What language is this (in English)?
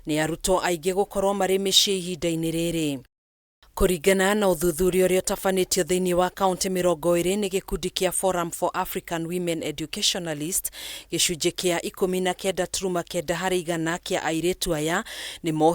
Kikuyu